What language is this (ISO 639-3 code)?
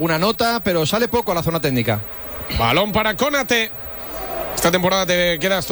spa